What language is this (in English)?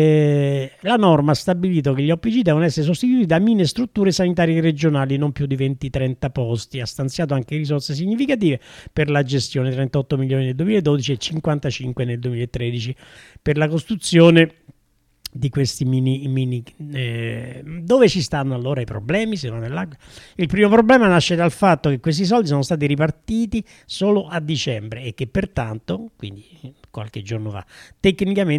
Italian